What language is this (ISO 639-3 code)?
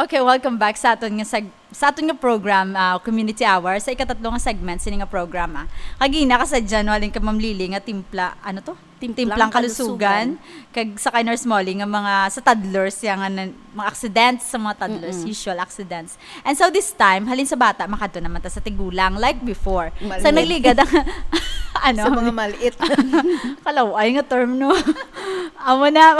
hil